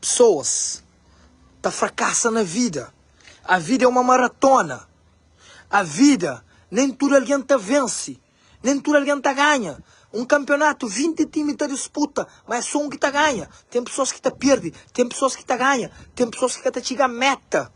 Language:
Kabuverdianu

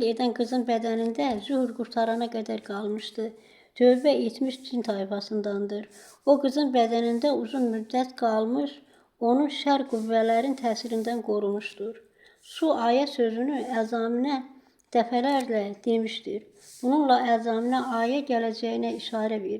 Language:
Azerbaijani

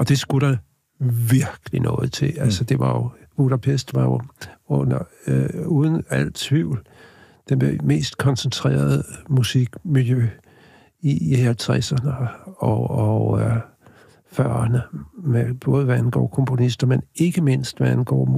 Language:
Danish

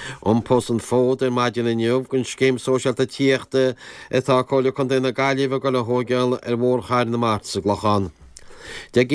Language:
Irish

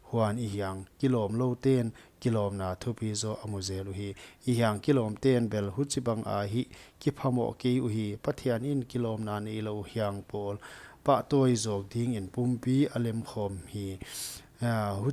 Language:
Paite Chin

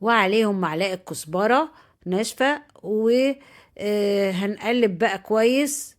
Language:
Egyptian Arabic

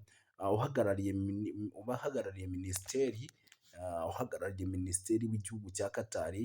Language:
Kinyarwanda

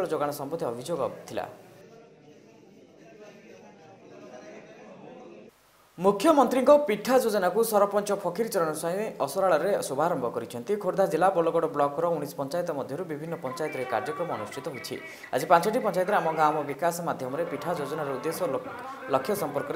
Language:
Odia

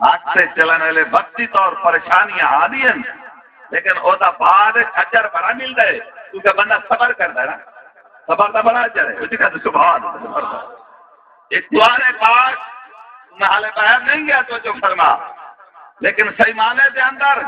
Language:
Saraiki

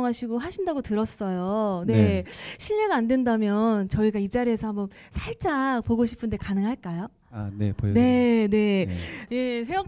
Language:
Korean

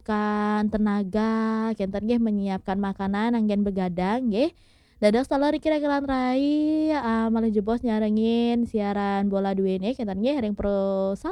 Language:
Balinese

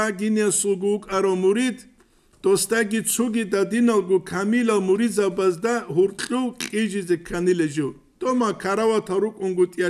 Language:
Avaric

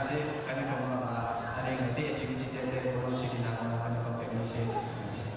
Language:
Falam Chin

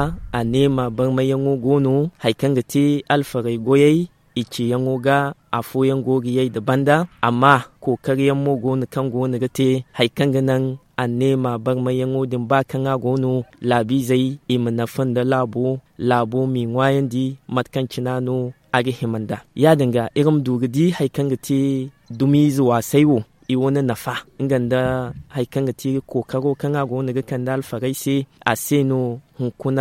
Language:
Zarma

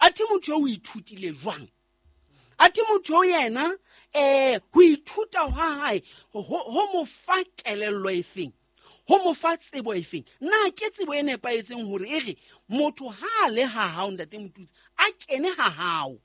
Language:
Southern Sotho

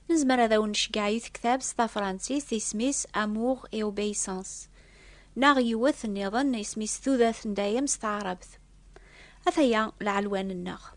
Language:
Kabyle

